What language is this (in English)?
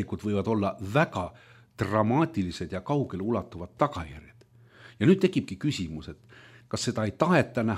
Estonian